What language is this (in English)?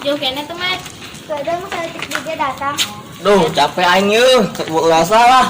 Sundanese